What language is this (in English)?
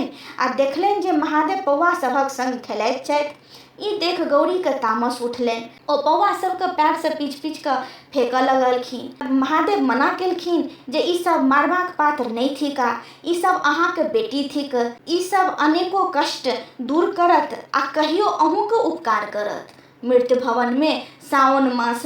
Maithili